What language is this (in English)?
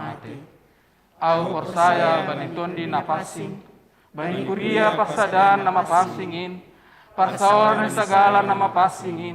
Batak Simalungun